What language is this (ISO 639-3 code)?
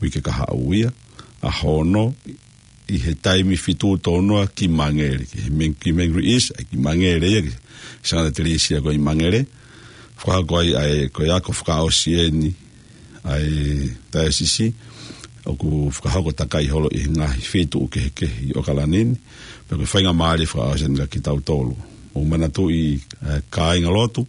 ton